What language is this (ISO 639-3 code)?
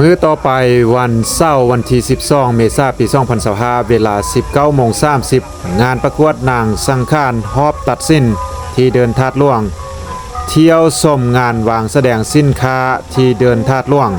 lao